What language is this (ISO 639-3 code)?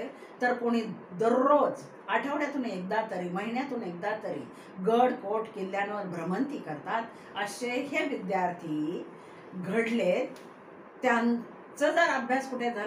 mar